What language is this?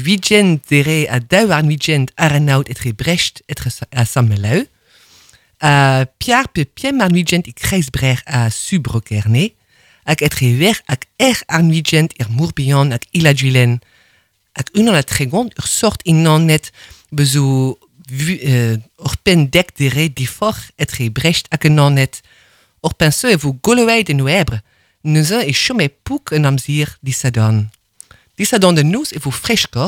Breton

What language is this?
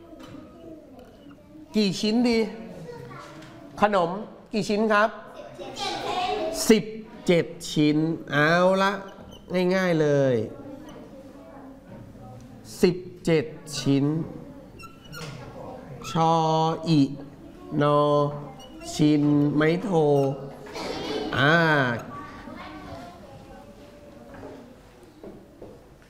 Thai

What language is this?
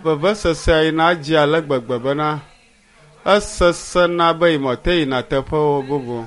Ewe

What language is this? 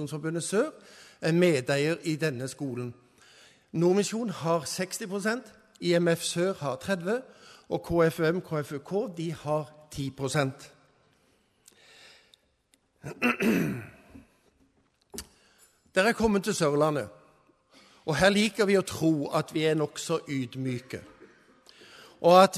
Norwegian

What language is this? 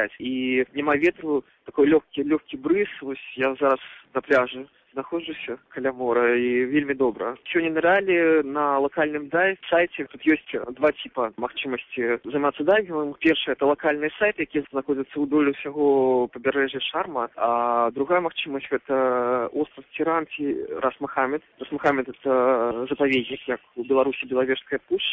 Belarusian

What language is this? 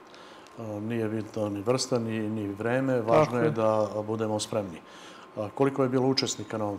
Serbian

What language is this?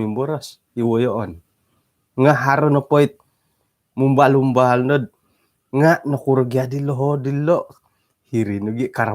Central Dusun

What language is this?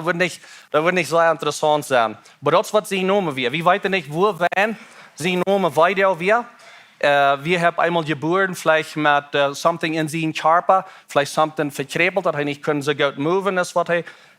Plautdietsch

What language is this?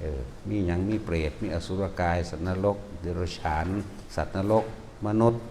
Northeastern Thai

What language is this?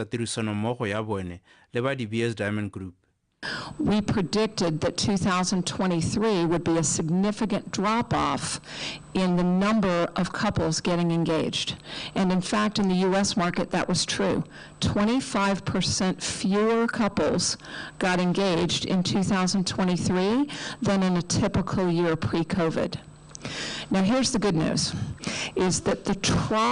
Tswana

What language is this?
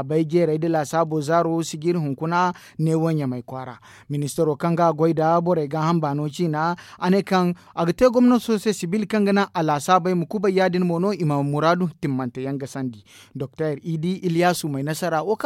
Zarma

